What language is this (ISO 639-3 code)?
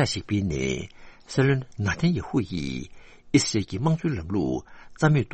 bod